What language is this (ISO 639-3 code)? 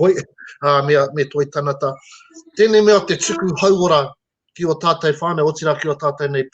mri